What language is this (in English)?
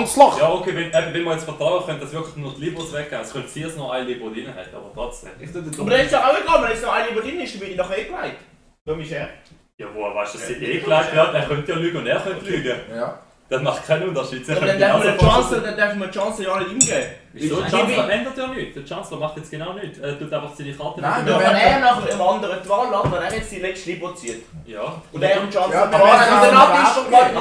Swiss German